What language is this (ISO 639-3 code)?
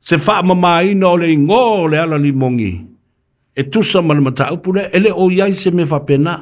smo